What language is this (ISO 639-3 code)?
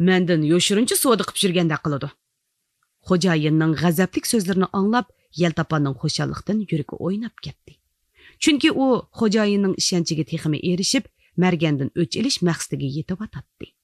uig